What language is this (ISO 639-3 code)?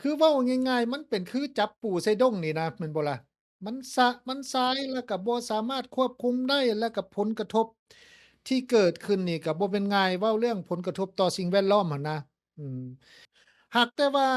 lao